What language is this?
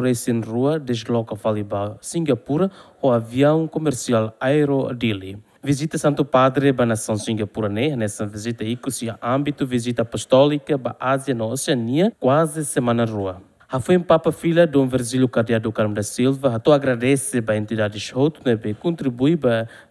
Tetum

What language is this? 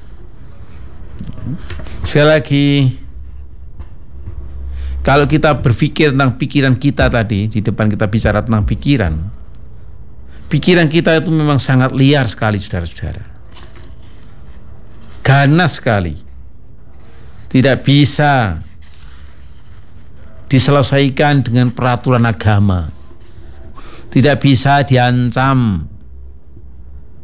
Indonesian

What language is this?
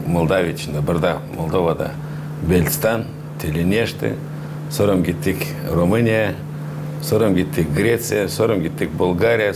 Gagauz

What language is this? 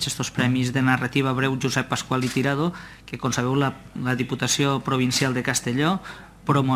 Catalan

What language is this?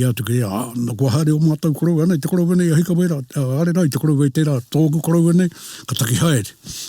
Māori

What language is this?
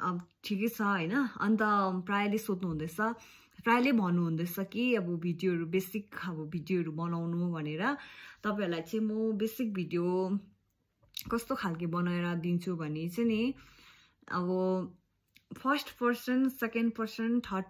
Nepali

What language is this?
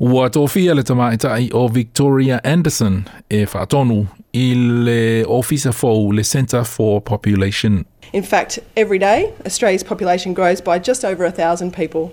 Samoan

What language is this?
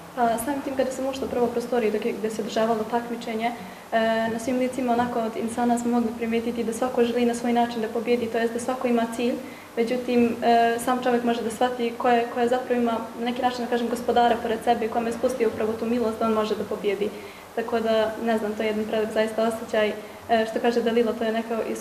Bosnian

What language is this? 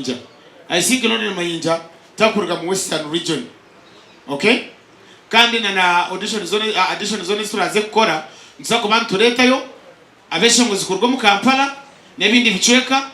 Nyankole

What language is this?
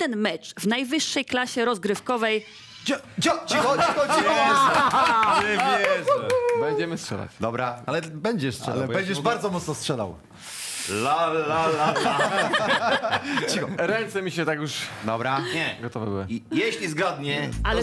Polish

